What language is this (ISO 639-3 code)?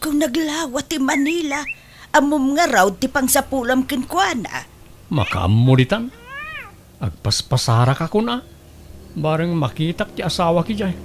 ilo